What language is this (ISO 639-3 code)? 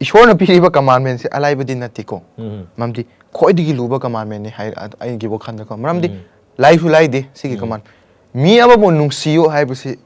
mni